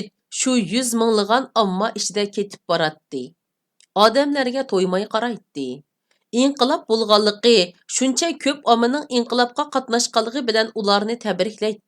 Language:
Uyghur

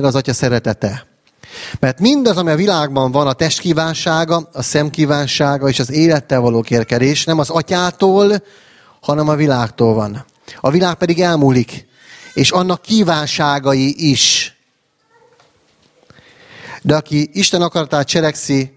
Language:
Hungarian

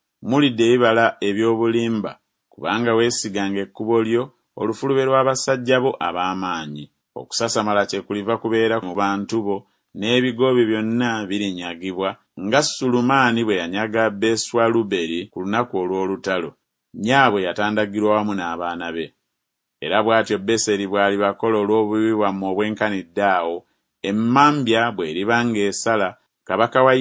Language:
Ganda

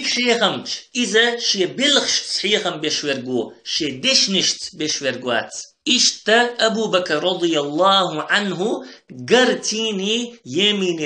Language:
Chechen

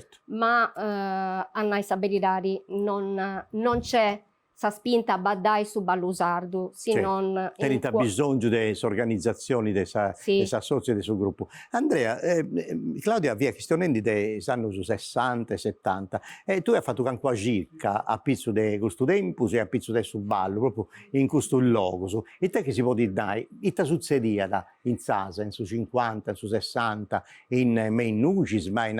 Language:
Sardinian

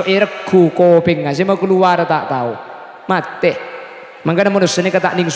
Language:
Madurese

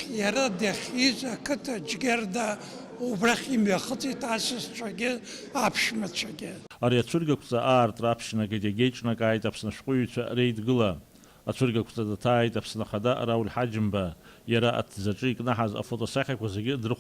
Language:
Abkhazian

